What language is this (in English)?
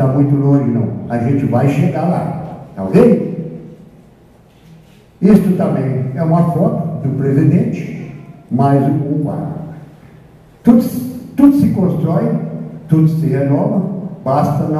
Portuguese